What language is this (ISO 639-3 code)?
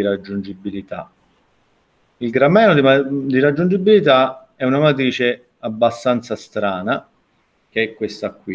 ita